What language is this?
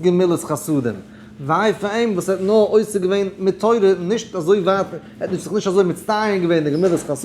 Yiddish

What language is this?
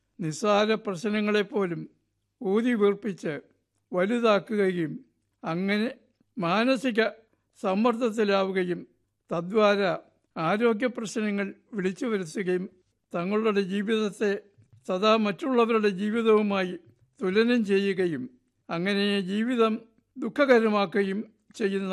Malayalam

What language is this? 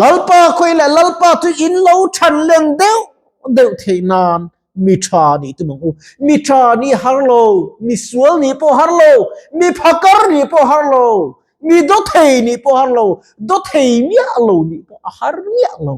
Mizo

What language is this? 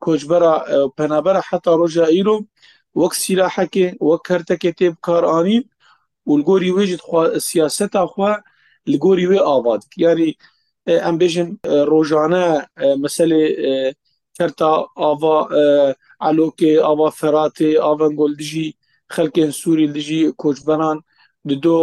Kurdish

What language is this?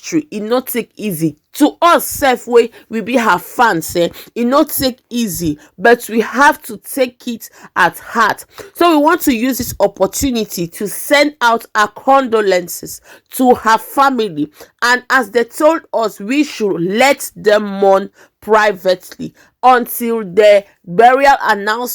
Nigerian Pidgin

